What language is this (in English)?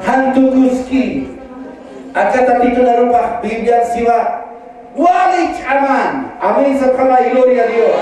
Aymara